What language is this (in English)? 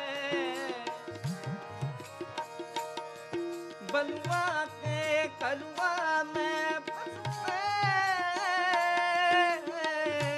Hindi